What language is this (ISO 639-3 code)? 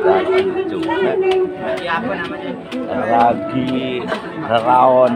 sas